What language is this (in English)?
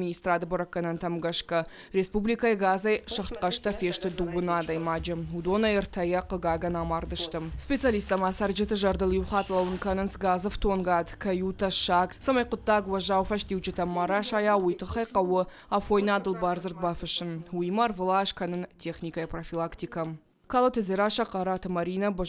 Ossetic